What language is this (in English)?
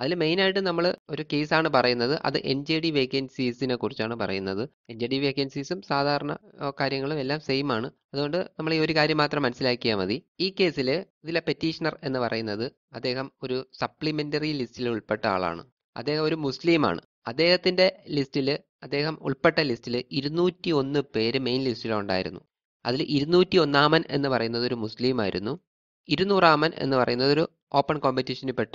Malayalam